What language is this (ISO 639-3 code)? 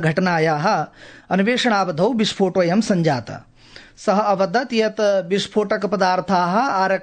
san